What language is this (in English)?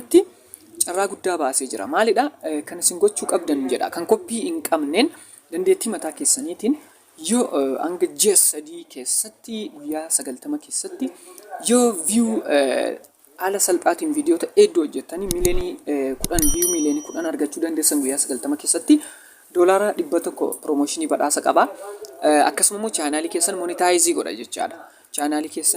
Oromo